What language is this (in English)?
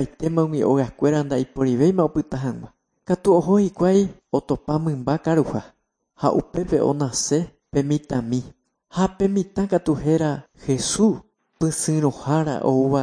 Guarani